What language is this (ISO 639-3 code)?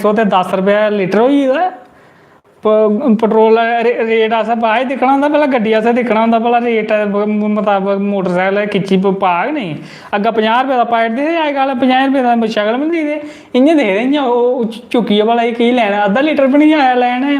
doi